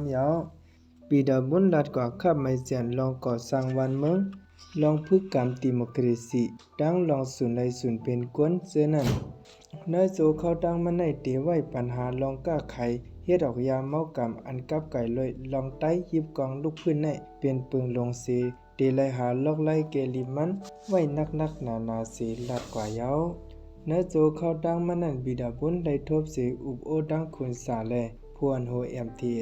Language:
Shan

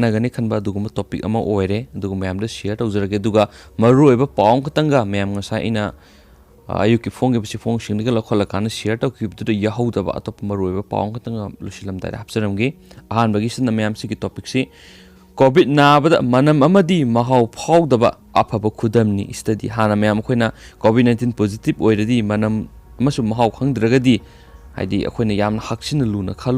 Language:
Manipuri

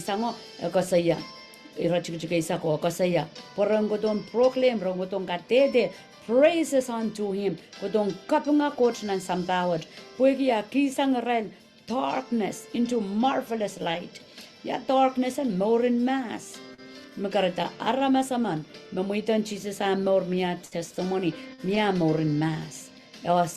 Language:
Pohnpeian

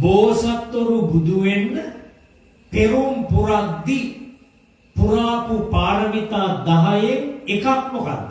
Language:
Sinhala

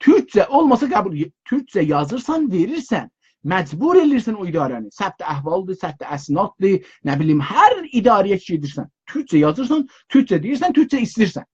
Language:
South Azerbaijani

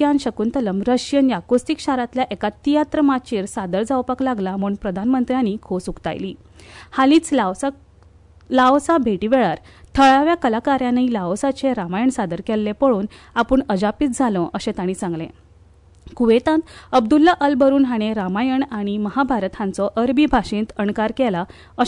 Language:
Konkani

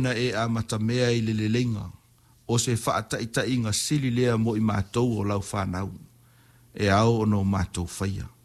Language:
Samoan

